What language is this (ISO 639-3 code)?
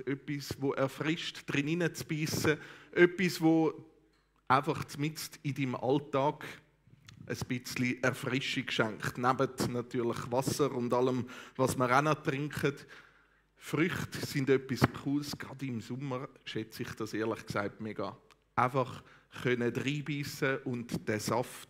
gsw